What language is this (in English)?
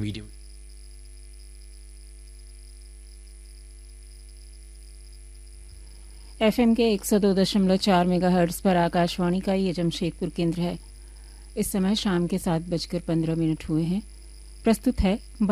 Hindi